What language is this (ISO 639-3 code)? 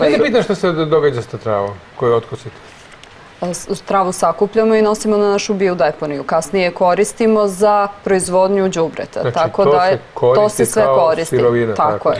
srp